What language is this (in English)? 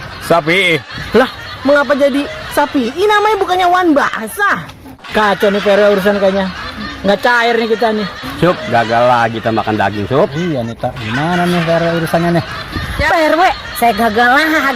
Betawi